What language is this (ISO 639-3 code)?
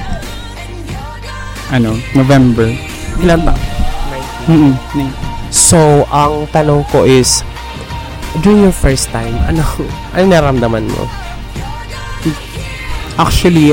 fil